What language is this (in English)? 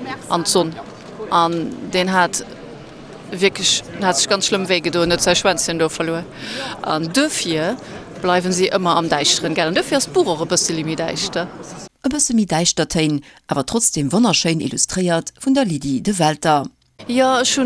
Luxembourgish